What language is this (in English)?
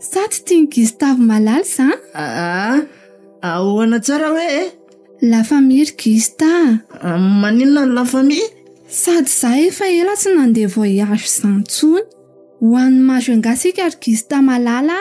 Malagasy